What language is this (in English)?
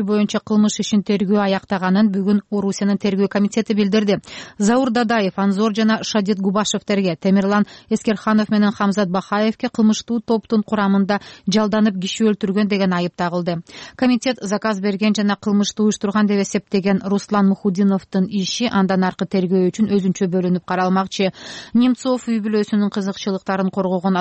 Kyrgyz